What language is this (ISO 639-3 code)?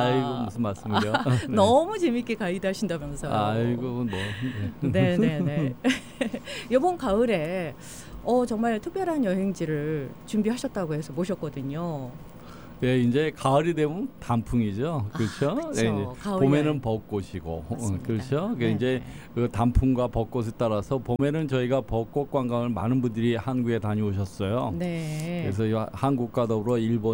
kor